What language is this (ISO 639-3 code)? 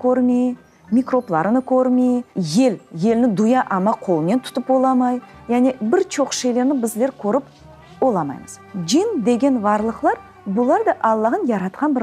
crh